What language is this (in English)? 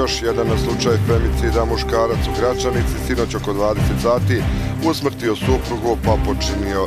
Bosnian